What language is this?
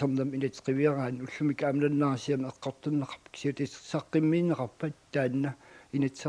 Kalaallisut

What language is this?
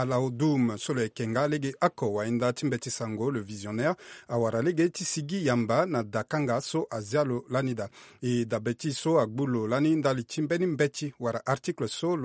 Sango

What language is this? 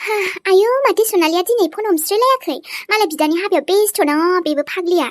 Bodo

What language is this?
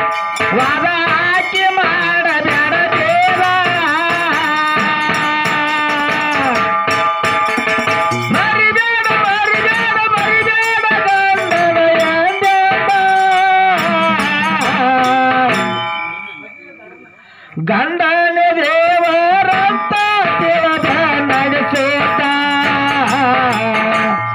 Kannada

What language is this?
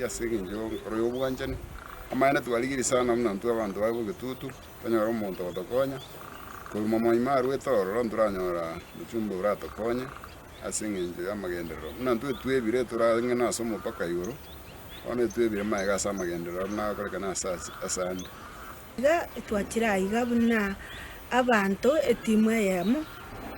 Gusii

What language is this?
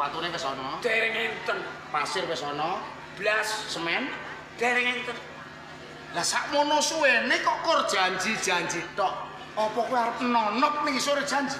Javanese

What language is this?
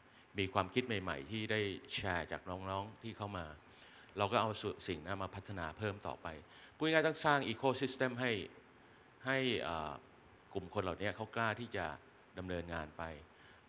Thai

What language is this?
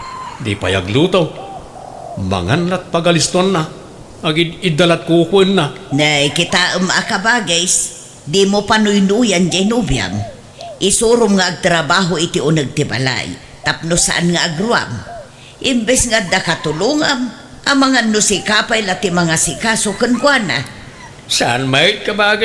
Iloko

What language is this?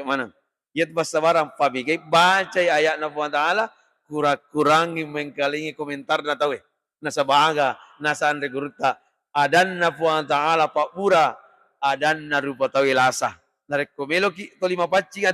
Buginese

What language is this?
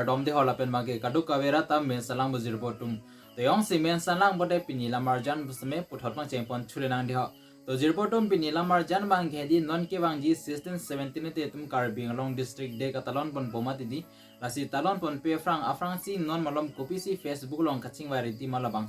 Karbi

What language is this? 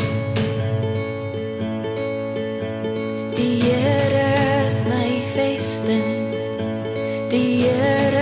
Afrikaans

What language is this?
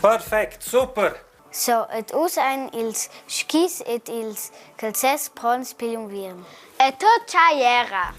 Romansh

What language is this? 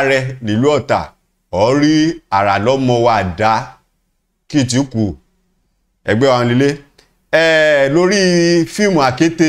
Yoruba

